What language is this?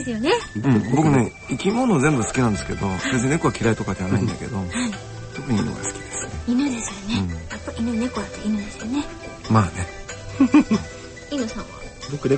Japanese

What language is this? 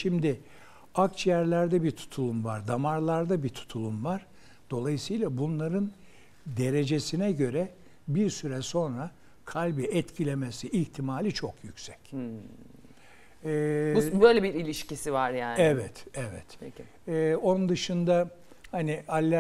Turkish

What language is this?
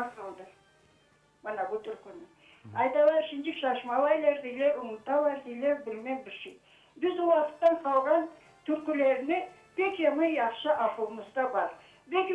Crimean Tatar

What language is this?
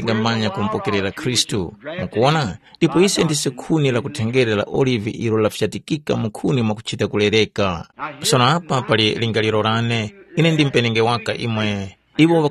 Tumbuka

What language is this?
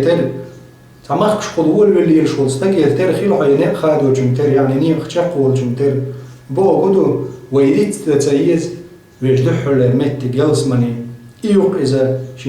Chechen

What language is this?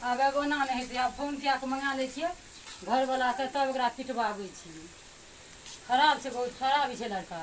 Maithili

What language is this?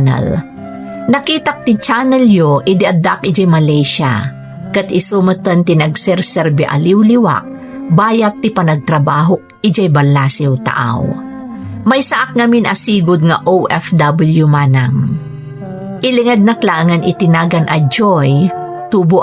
Iloko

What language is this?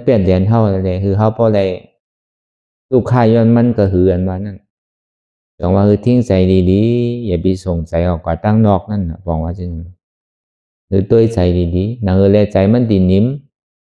Shan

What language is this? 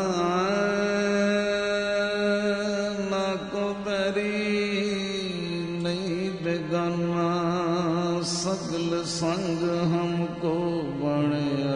Punjabi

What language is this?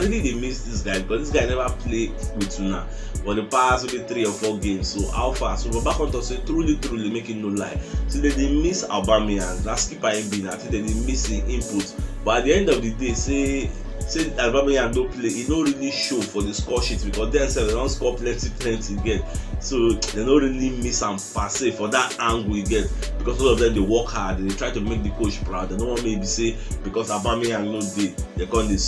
Nigerian Pidgin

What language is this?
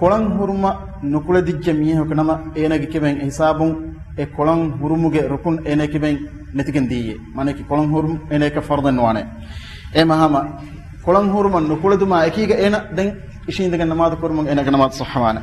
Divehi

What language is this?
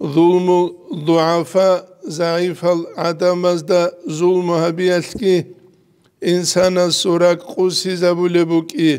Avaric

